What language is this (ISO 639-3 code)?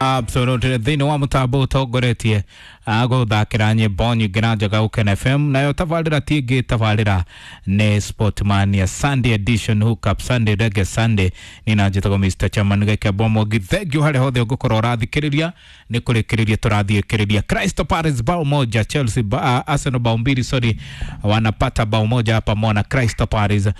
kik